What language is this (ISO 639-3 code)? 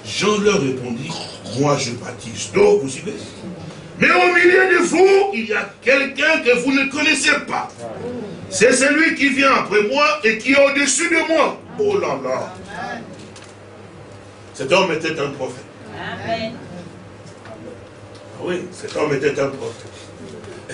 fra